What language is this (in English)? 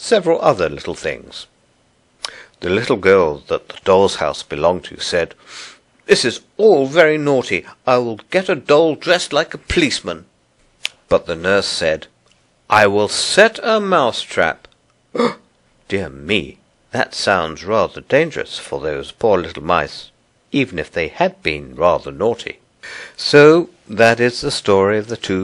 English